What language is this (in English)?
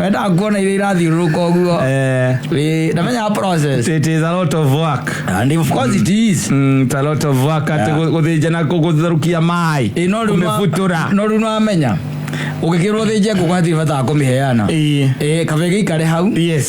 Kikuyu